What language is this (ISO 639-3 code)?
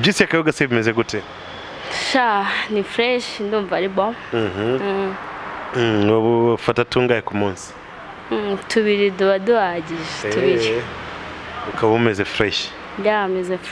kin